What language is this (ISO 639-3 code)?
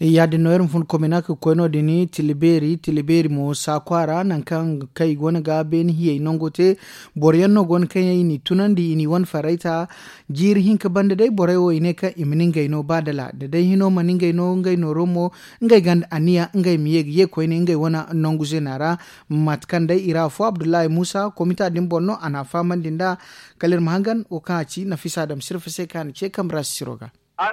dje